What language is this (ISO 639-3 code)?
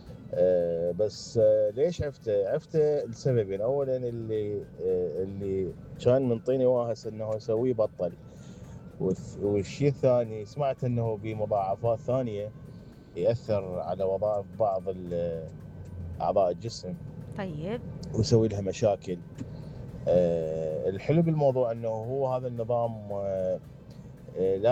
acm